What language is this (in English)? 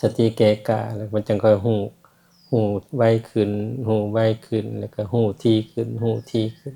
Lao